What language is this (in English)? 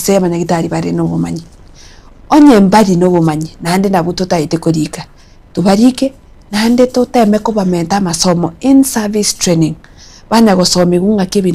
Gusii